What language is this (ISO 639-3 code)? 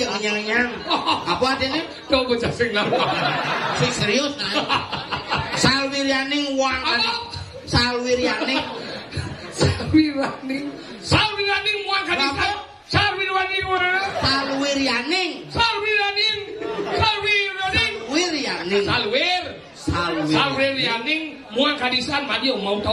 ban